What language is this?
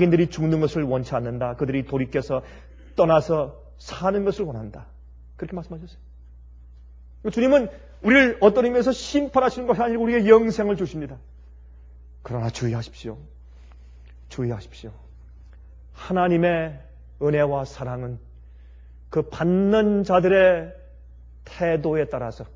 Korean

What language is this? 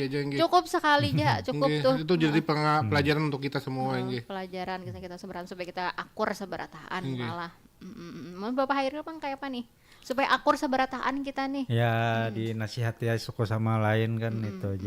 Banjar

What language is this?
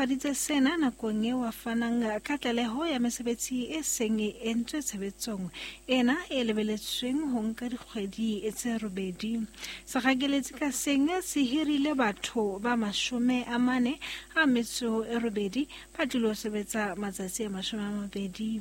Southern Sotho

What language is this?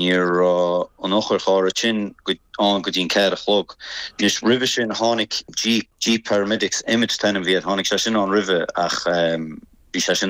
Irish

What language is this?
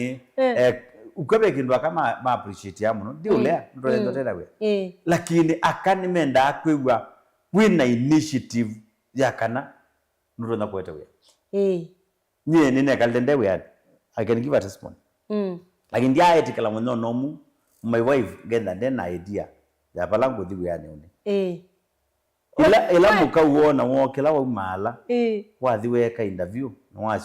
Kamba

